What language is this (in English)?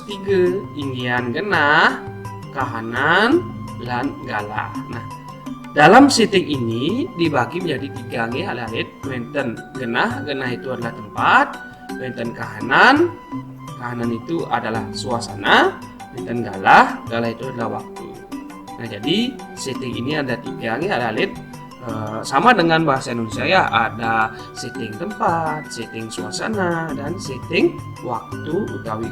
Balinese